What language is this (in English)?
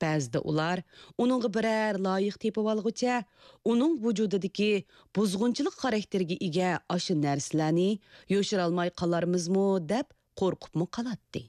Uyghur